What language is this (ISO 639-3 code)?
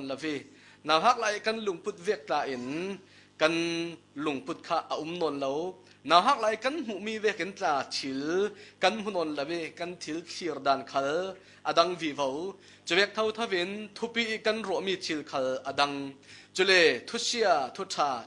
cfm